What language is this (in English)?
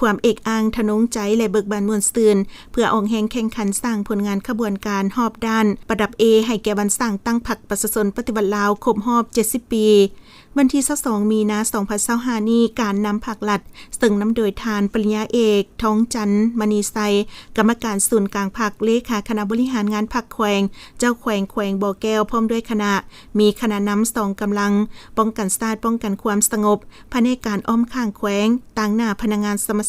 Lao